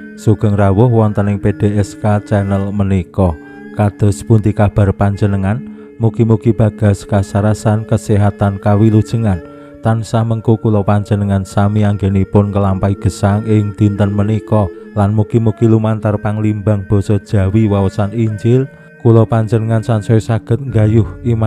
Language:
Javanese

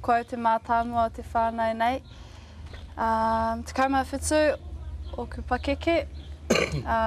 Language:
Māori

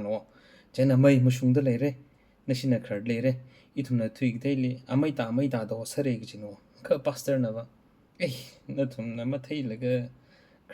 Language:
Tangkhul Naga (India)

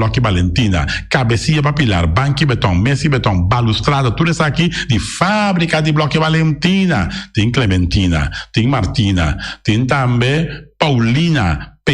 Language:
Papiamento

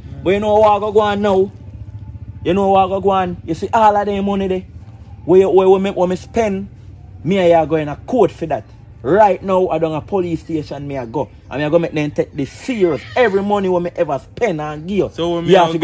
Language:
Jamaican Creole English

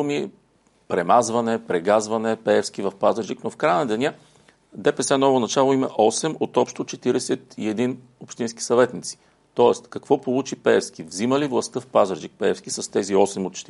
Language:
Bulgarian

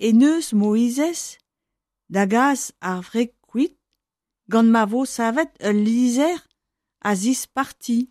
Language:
Breton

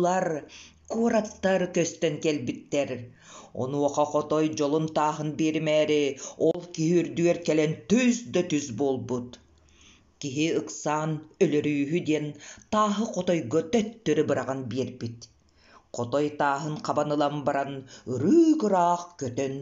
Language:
Yakut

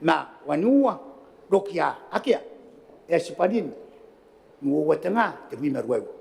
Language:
Gilbertese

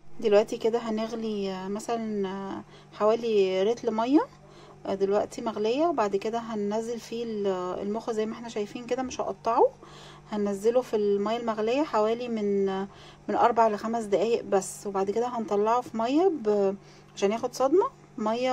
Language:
Egyptian Arabic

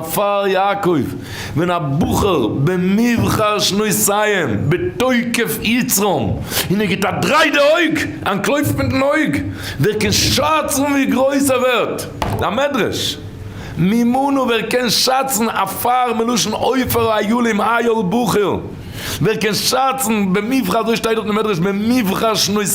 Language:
Yiddish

